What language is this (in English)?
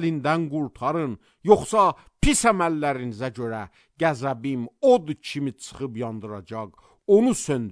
Azerbaijani